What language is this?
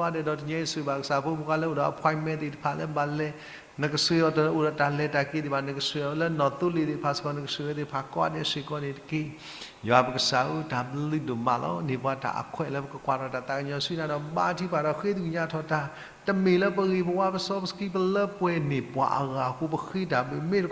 S'gaw Karen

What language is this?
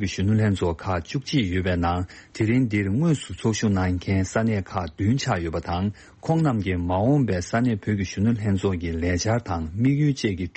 Tibetan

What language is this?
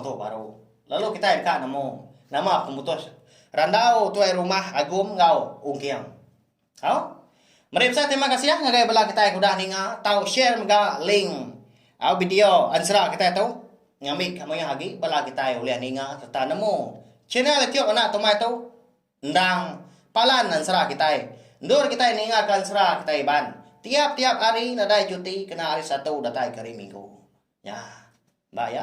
Iban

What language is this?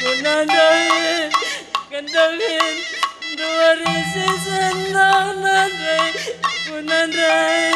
Batak Karo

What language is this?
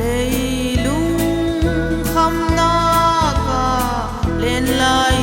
Paite Chin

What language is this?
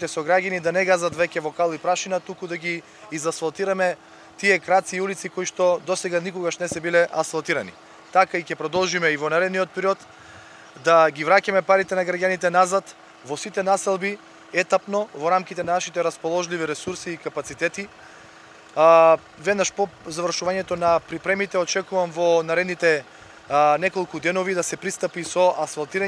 Macedonian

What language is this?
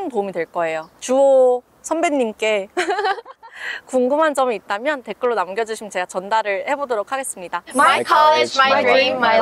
Korean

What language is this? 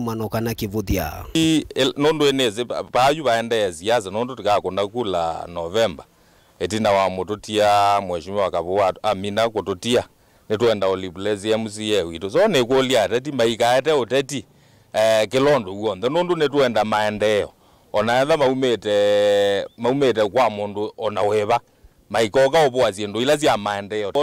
Kamba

